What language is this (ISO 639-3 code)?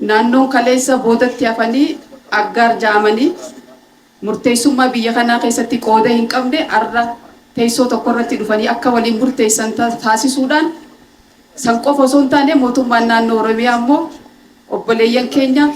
orm